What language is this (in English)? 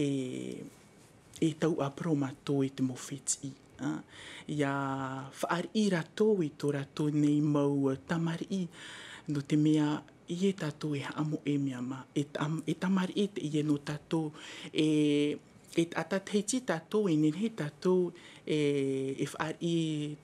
Tahitian